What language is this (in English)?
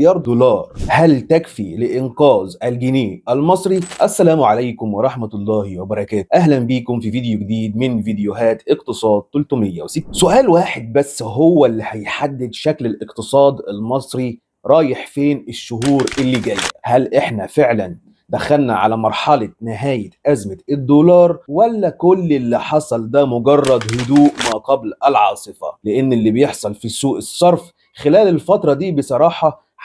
Egyptian Arabic